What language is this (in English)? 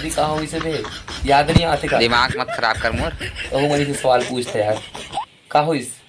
Chhattisgarhi